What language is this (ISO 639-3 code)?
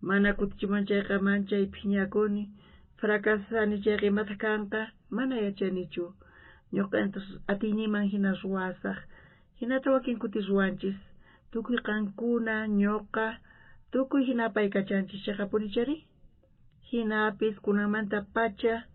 quh